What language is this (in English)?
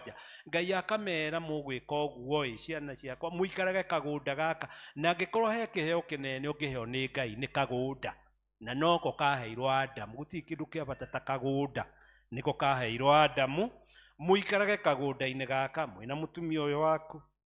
Kikuyu